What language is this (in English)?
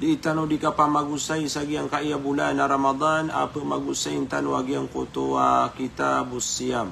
Maranao